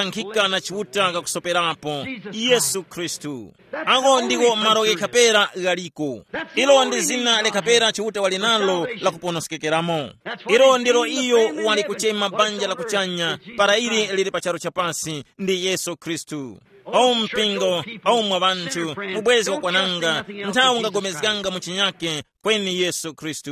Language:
Tumbuka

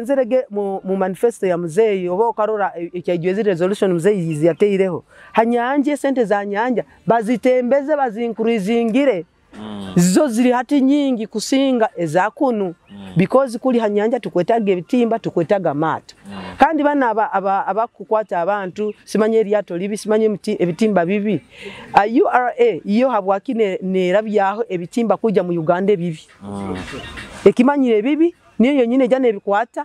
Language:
Nyoro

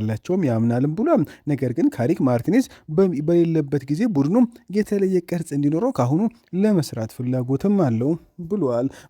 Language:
Amharic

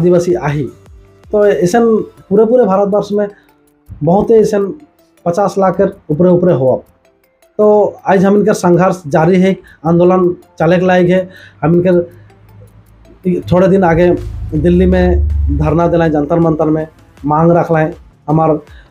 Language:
Sadri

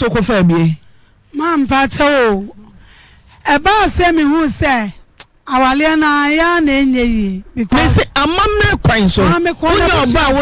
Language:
Akan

